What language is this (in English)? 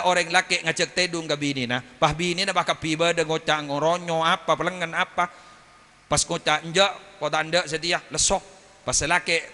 Madurese